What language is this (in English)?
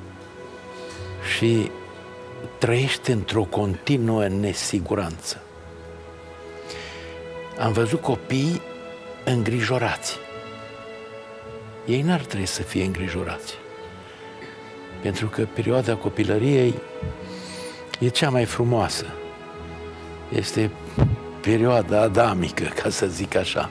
Romanian